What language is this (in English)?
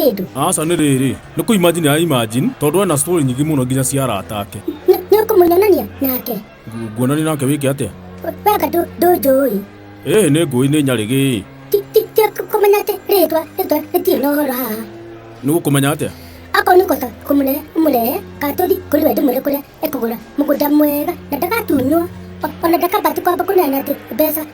Kikuyu